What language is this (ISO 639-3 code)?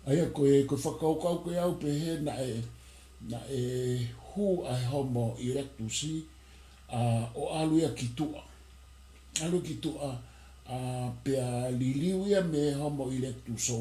ton